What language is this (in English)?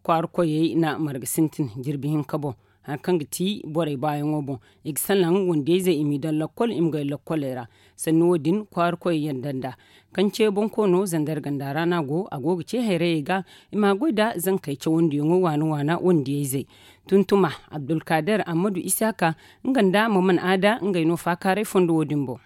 Zarma